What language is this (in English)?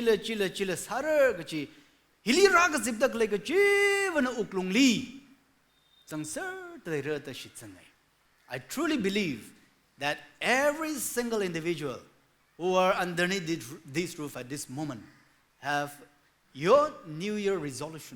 Tangkhul Naga (India)